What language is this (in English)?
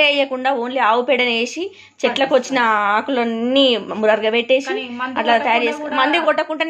Telugu